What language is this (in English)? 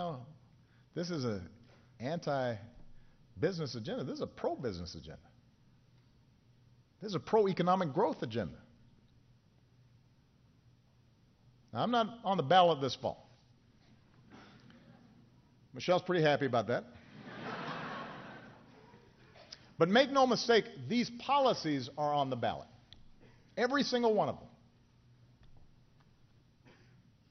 English